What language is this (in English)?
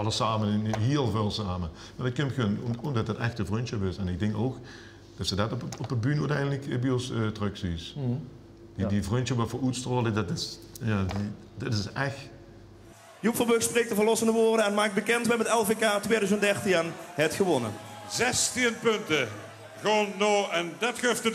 Limburgish